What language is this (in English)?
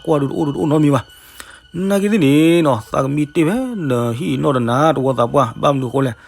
S'gaw Karen